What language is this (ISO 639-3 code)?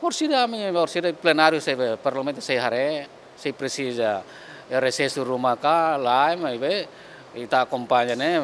tet